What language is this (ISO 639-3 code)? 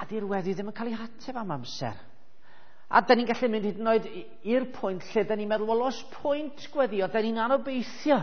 cym